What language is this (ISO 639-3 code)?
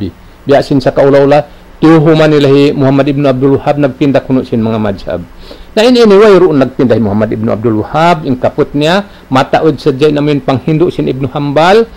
tsg